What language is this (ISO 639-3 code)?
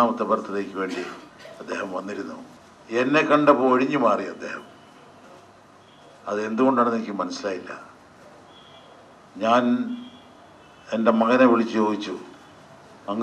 mal